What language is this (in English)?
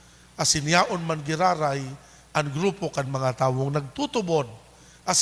Bikol